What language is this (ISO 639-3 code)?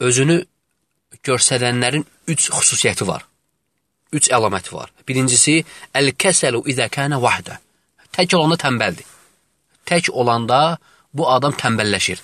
aze